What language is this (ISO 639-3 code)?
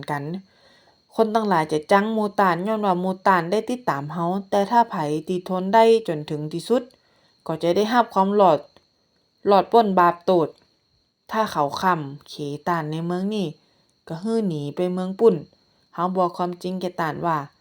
nod